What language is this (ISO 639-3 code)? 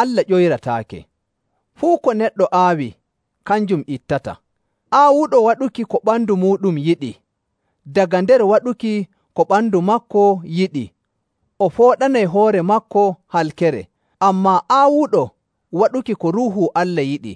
fuv